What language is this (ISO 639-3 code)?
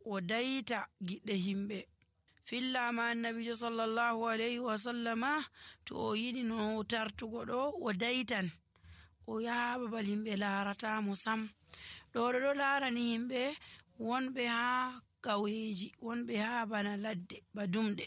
fuv